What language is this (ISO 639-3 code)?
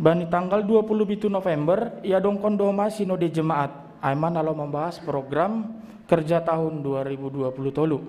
bts